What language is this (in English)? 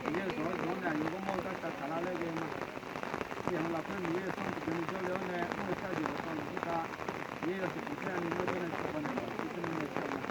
Akha